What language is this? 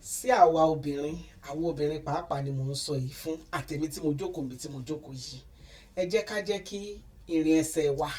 Yoruba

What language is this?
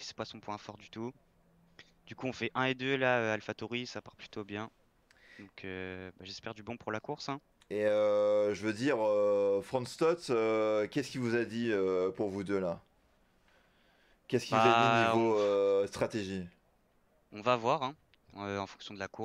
French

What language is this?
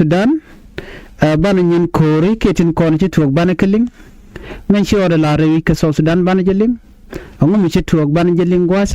Nuer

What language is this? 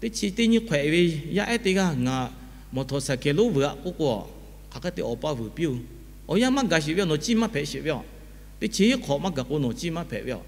Lahu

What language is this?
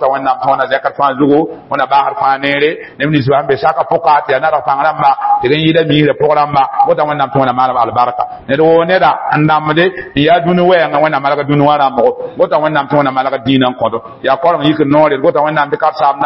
Mossi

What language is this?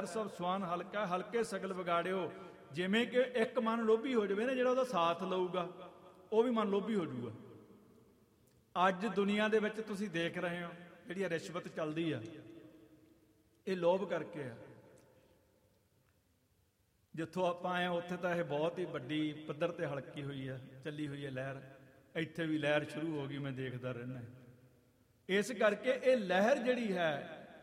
Punjabi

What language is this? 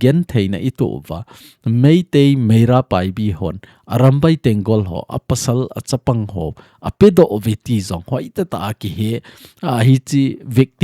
Thado Chin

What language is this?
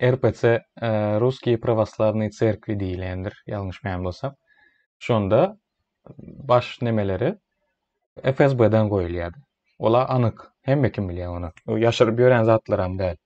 Turkmen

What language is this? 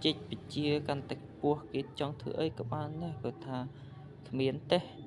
Khmer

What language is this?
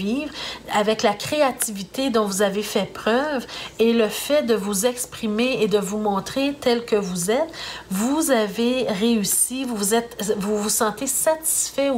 French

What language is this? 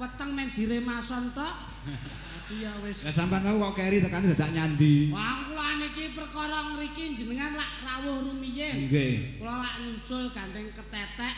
Javanese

